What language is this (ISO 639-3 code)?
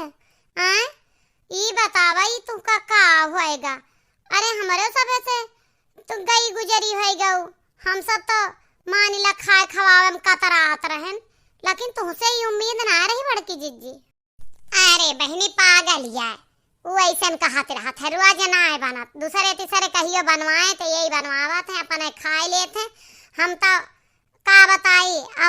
awa